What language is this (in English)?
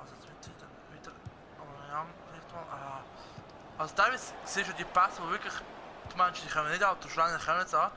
Swiss German